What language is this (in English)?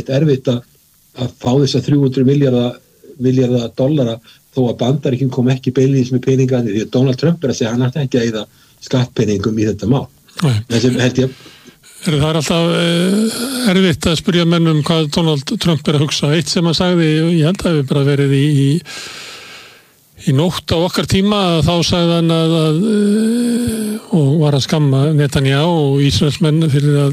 Icelandic